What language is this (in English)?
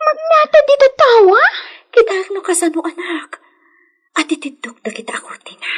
Iloko